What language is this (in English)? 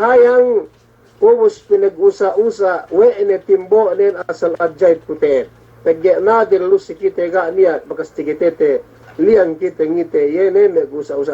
Yakan